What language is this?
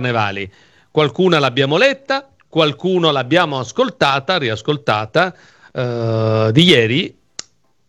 Italian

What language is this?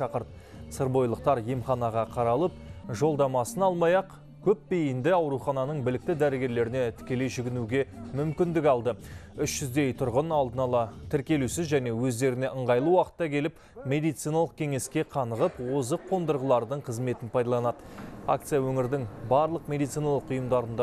Kazakh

